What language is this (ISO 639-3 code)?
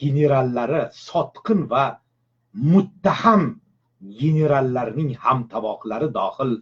uzb